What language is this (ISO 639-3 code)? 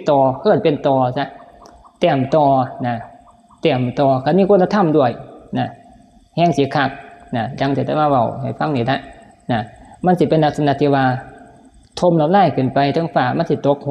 tts